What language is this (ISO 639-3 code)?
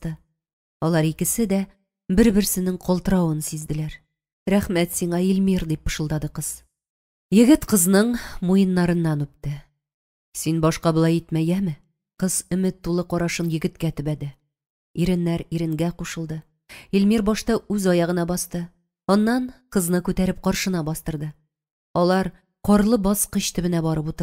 tat